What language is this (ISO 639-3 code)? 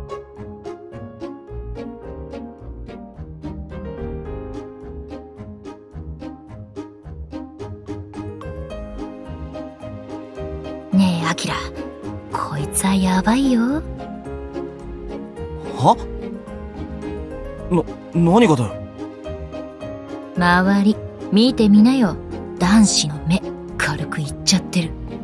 jpn